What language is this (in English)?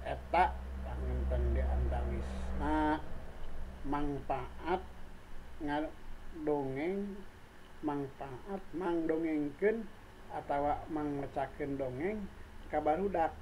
Sundanese